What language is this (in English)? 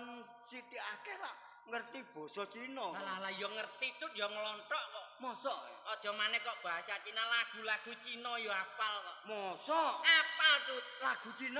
Javanese